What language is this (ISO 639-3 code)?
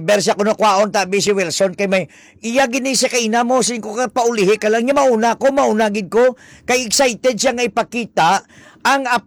hil